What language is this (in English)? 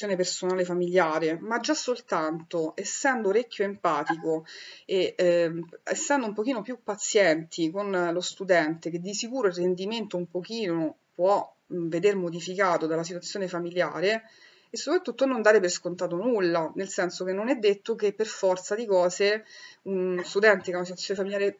Italian